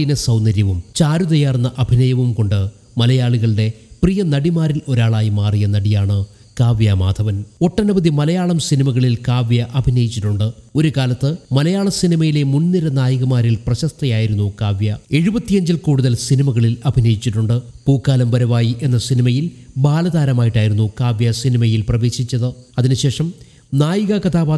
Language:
Malayalam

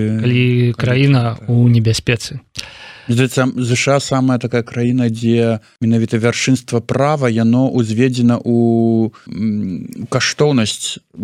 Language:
Belarusian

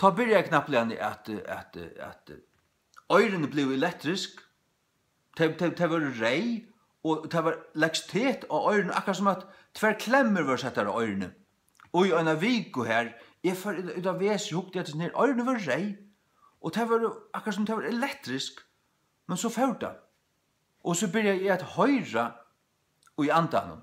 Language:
Faroese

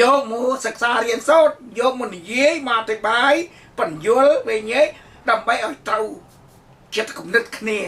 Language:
Khmer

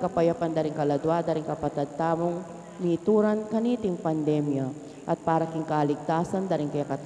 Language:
Pampanga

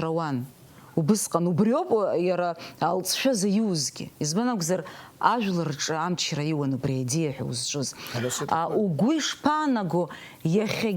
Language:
Abkhazian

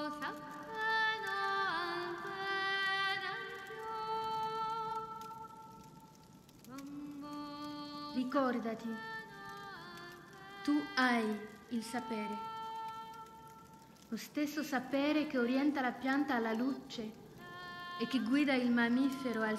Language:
Italian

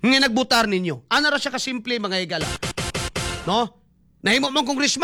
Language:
Cebuano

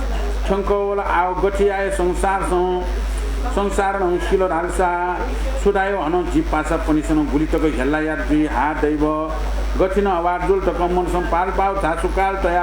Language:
Newari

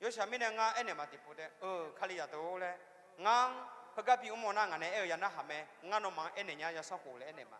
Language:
Akha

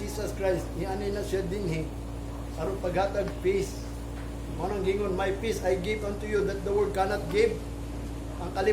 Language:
Cebuano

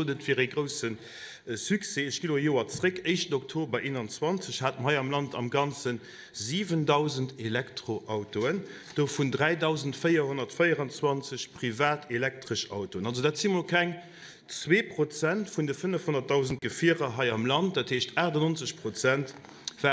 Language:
Luxembourgish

